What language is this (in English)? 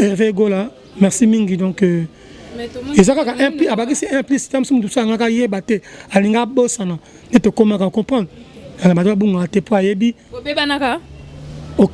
Lingala